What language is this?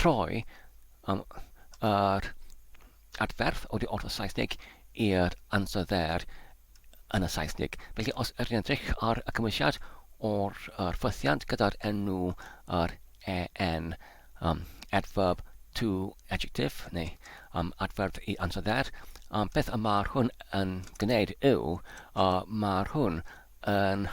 Welsh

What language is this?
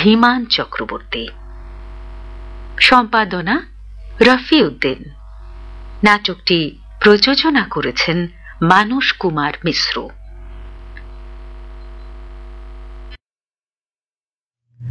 Bangla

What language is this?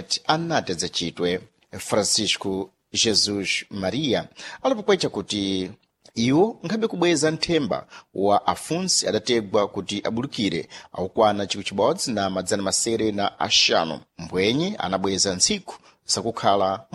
Sena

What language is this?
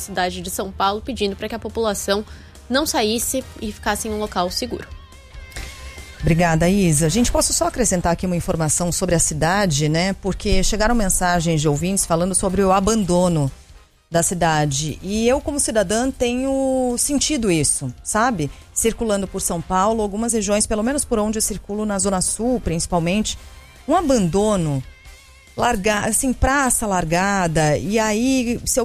Portuguese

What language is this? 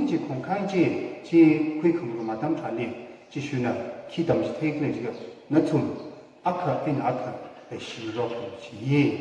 Tangkhul Naga (India)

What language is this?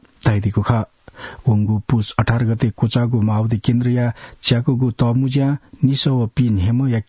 Newari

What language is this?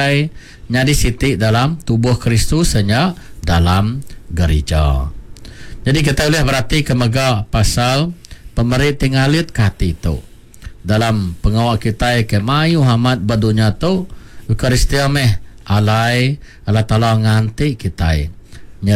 Iban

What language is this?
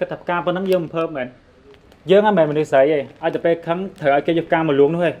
Khmer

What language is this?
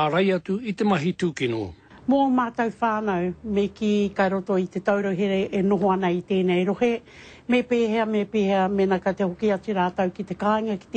Māori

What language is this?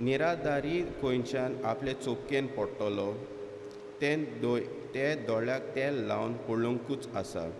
Konkani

